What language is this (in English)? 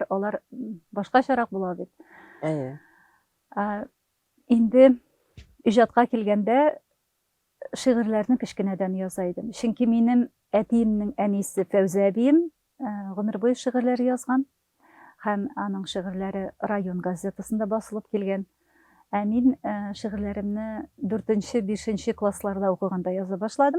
Tatar